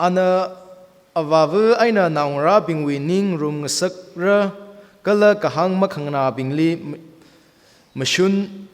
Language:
Tangkhul Naga (India)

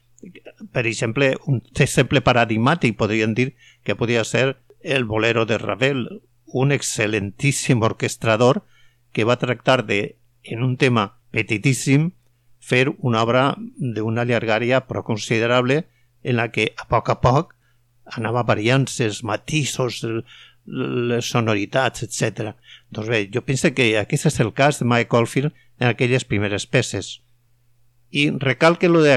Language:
Catalan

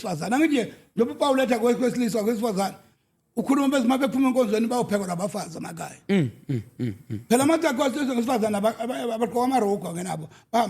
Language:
Zulu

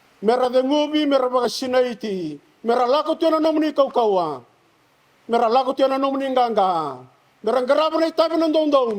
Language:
Fijian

